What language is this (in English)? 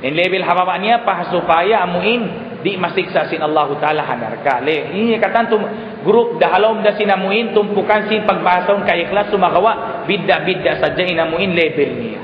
Tausug